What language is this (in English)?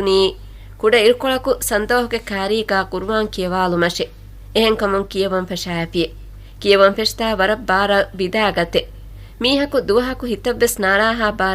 Divehi